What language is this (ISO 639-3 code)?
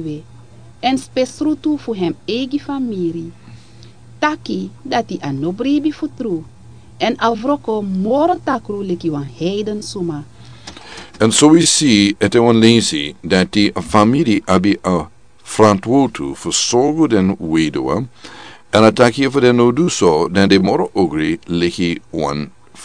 srn